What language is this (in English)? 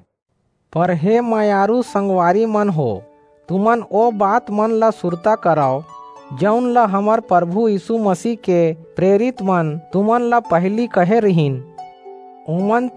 Chhattisgarhi